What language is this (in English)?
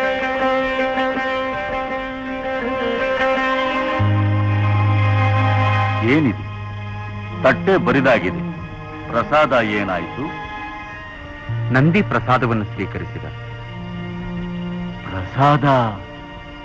Kannada